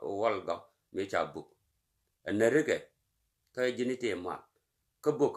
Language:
Nuer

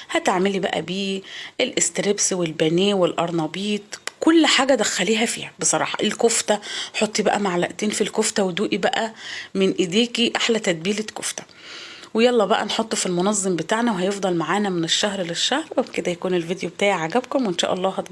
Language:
Egyptian Arabic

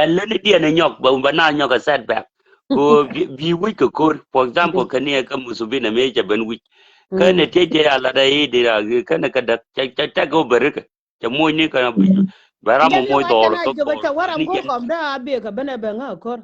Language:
Nuer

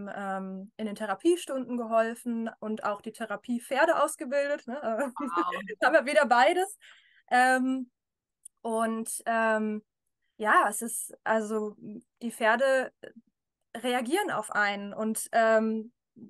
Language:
German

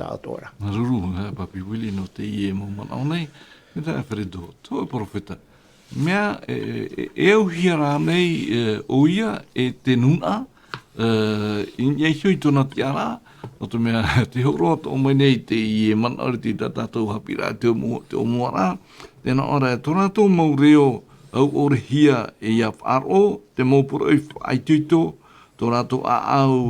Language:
Tahitian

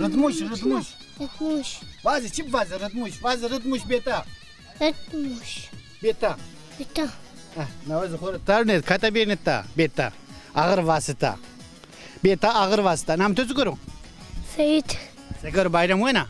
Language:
Zaza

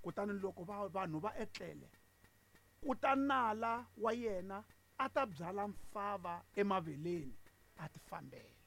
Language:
Tsonga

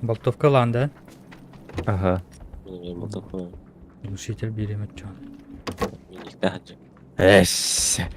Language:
Yakut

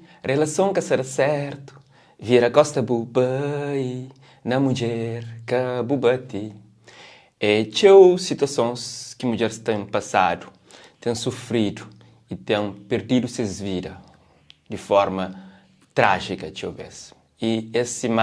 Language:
Kabuverdianu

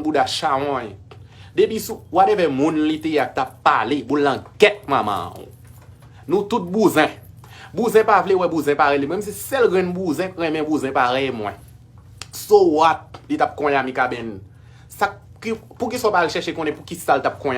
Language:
Haitian Creole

